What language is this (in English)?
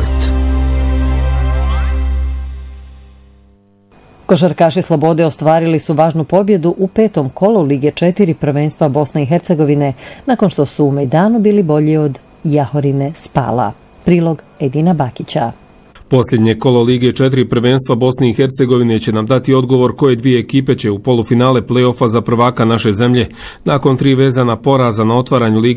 Bosnian